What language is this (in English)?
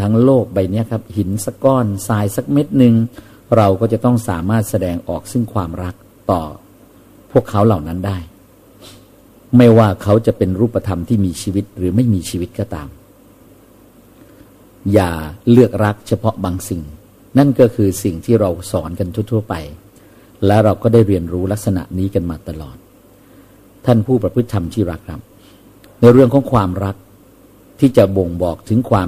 Thai